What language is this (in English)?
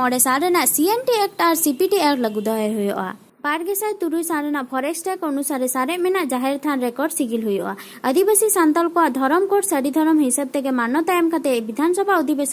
Santali